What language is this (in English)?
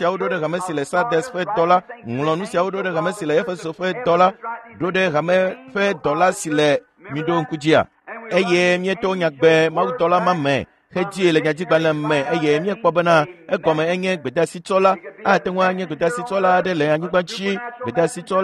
Ewe